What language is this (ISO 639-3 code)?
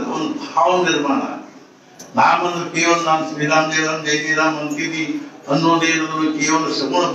kan